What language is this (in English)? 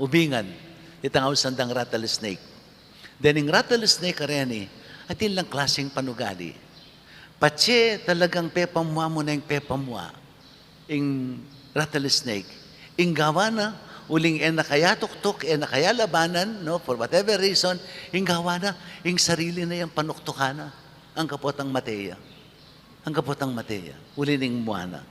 Pampanga